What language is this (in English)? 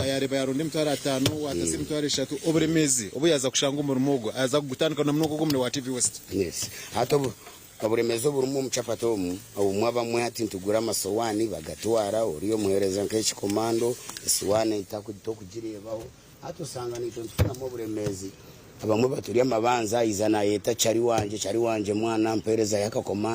Nyankole